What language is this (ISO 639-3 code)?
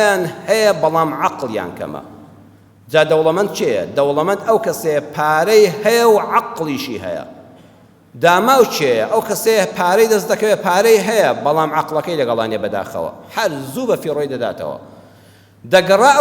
ckb